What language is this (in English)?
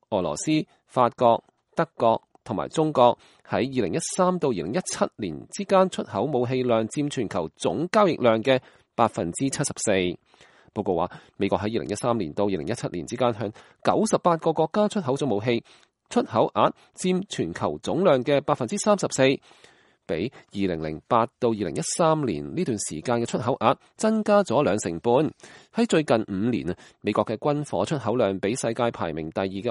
Cantonese